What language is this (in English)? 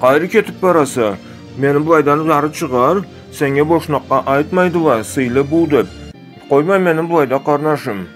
Karachay-Balkar